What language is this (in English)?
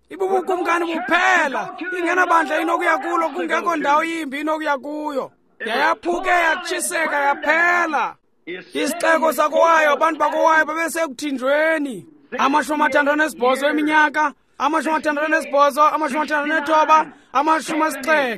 Xhosa